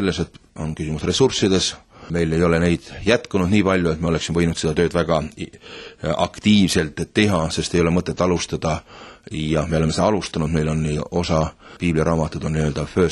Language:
Estonian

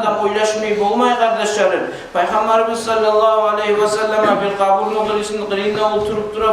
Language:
Kumyk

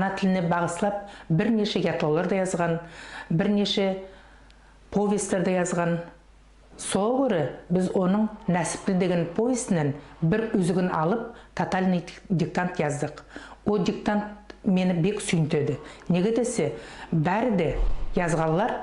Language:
Nogai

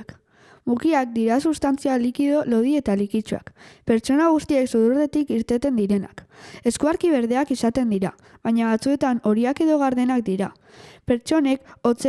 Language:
Basque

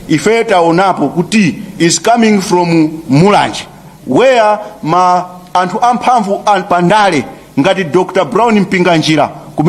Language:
Nyanja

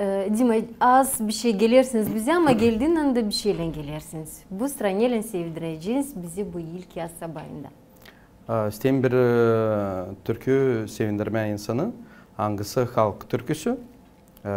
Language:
Gagauz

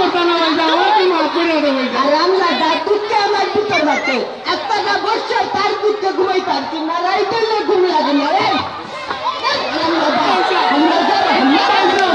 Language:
Sylheti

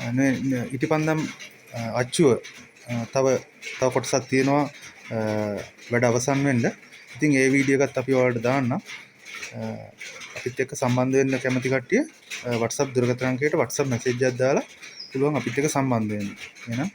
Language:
Sinhala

